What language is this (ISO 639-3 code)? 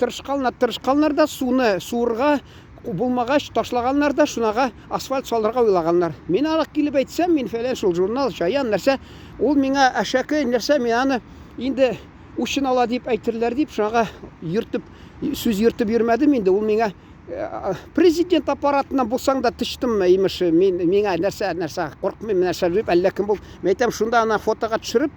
tat